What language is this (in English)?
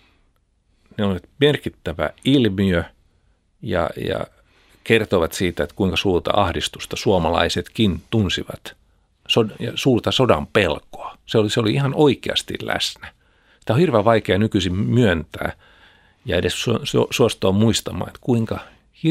Finnish